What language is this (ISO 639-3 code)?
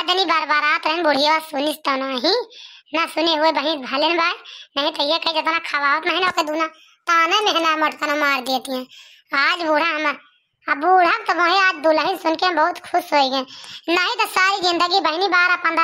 awa